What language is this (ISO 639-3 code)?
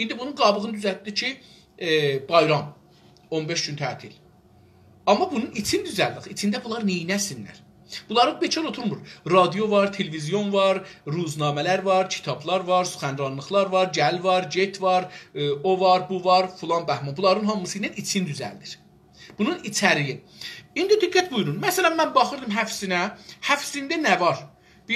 azb